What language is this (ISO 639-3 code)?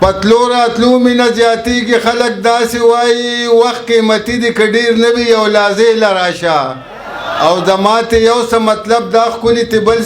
pus